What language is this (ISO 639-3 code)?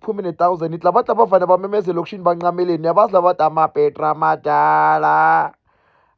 zul